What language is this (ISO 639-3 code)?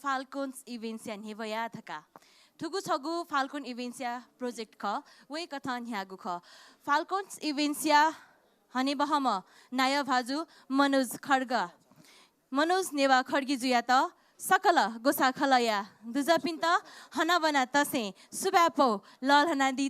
new